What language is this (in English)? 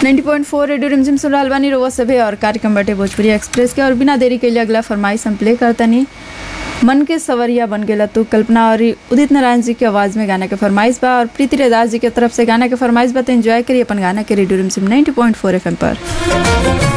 Bhojpuri